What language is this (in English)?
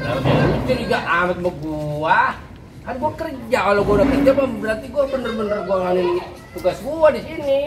Betawi